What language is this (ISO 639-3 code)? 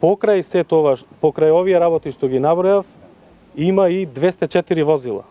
mkd